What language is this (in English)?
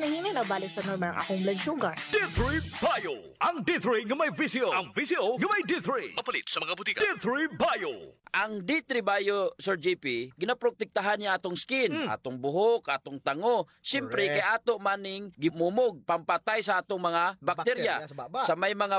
Cebuano